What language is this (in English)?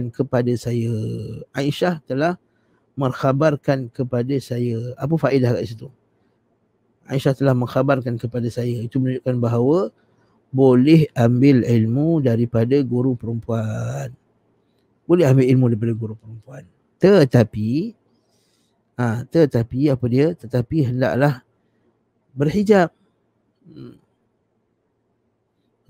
Malay